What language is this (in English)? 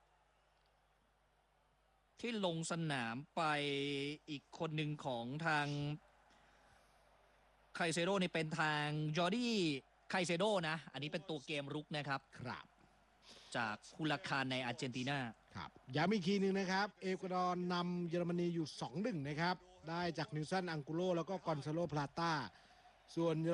Thai